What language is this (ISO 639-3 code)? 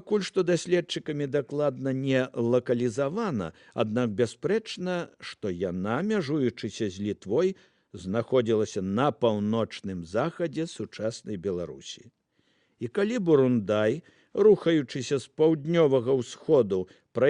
bel